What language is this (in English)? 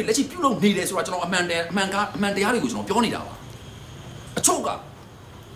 Burmese